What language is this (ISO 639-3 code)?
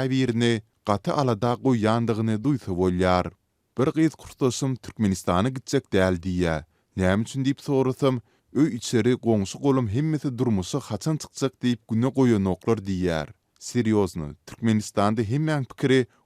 tuk